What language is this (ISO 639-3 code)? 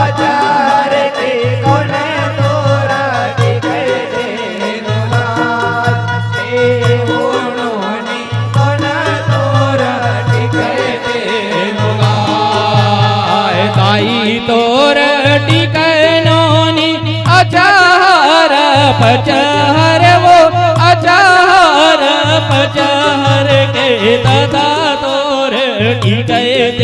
hne